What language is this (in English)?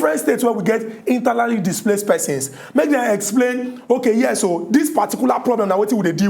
Nigerian Pidgin